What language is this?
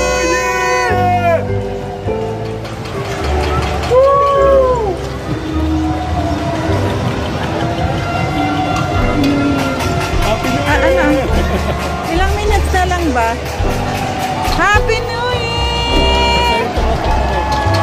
Filipino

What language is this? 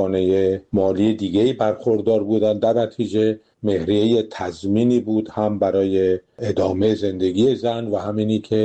Persian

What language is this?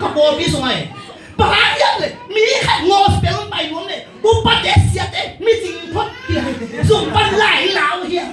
Tedim Chin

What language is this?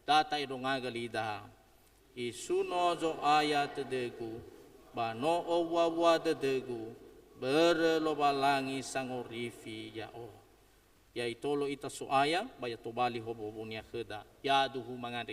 Nias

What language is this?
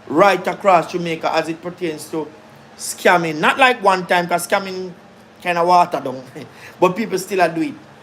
Jamaican Creole English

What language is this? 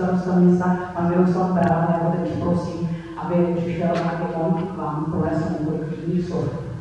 Czech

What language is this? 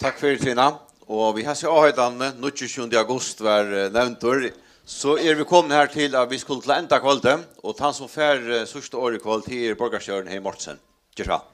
Faroese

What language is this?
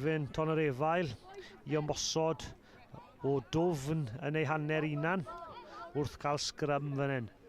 Welsh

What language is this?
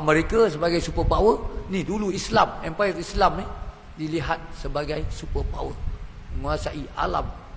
Malay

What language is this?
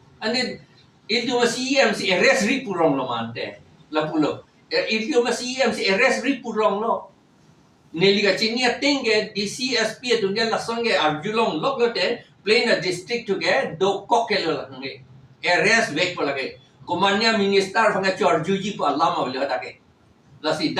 Karbi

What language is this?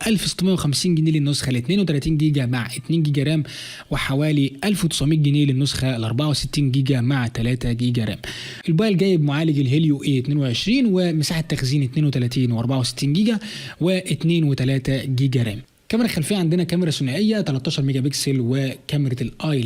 Egyptian Arabic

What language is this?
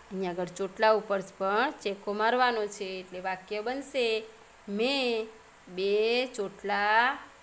Gujarati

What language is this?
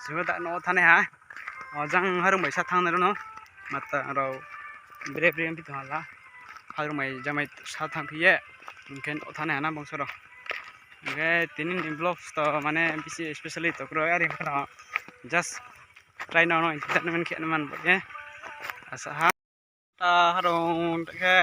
Riang (India)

